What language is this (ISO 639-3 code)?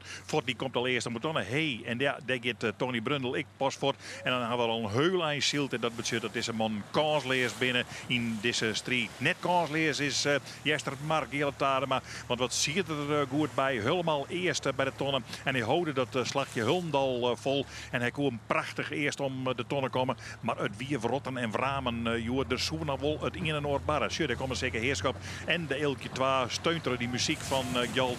fry